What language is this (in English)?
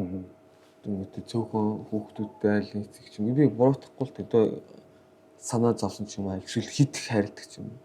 Mongolian